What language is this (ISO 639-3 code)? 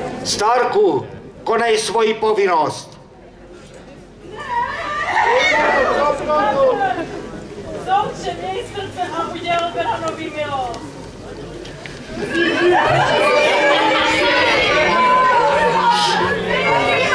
ces